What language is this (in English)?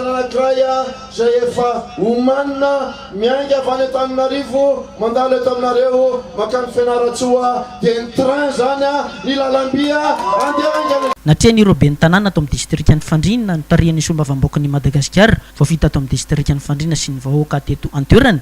Malagasy